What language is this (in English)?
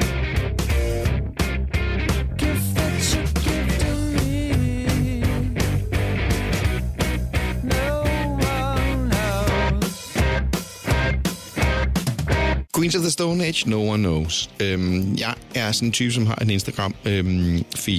Danish